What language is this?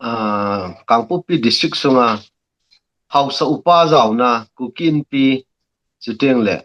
Thado Chin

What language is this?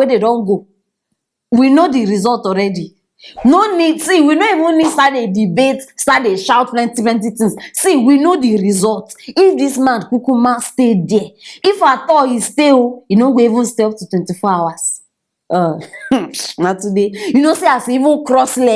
Nigerian Pidgin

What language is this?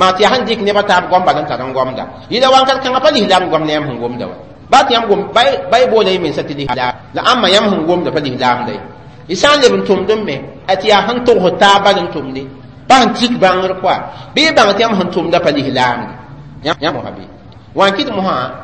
Mossi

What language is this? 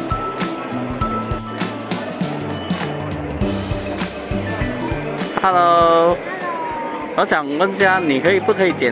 Chinese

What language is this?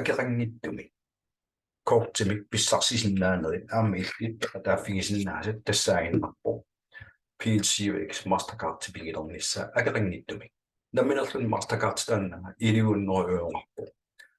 Kalaallisut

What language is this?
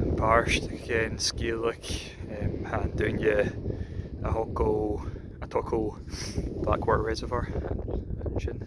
Scottish Gaelic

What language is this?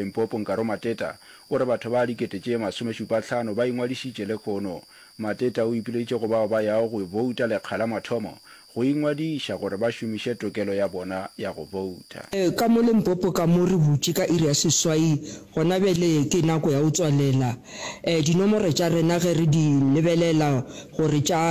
Northern Sotho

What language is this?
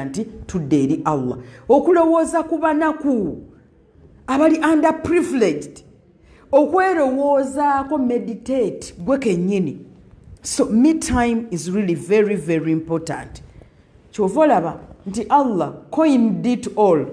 Ganda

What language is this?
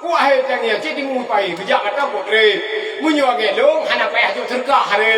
Achinese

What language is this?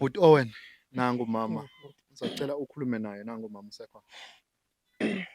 Zulu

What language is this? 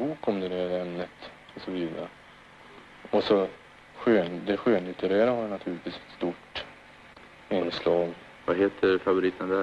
Swedish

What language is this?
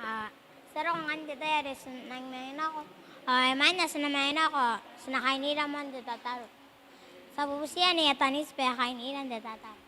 Gilbertese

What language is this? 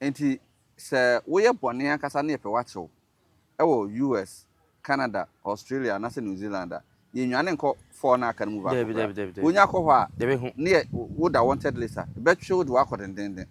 Akan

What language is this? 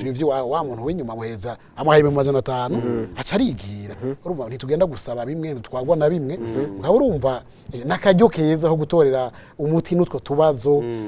Rundi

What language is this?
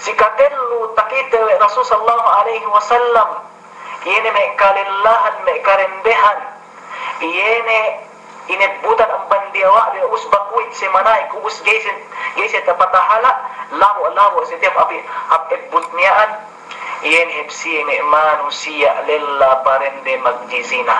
Yakan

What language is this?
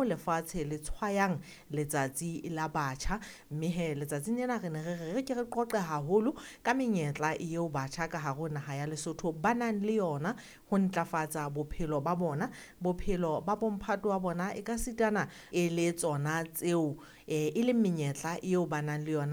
Southern Sotho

